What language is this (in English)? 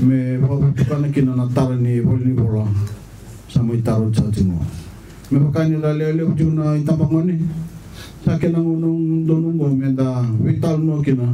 Fijian